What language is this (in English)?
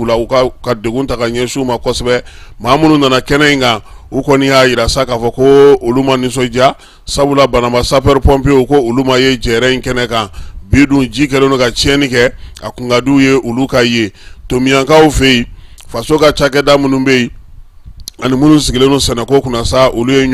Bambara